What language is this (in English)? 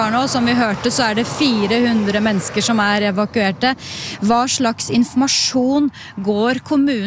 Norwegian